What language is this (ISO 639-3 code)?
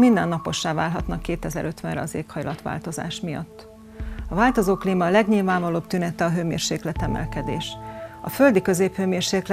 hun